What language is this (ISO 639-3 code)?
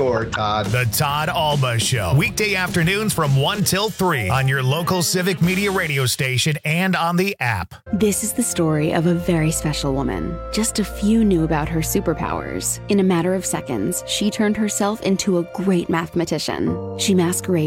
eng